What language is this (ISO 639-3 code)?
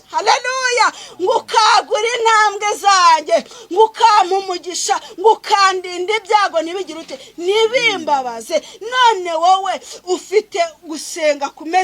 kin